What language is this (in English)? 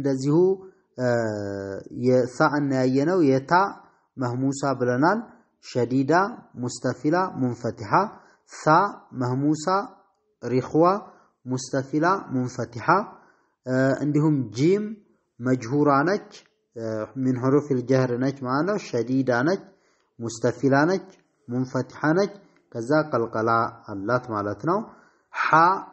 Amharic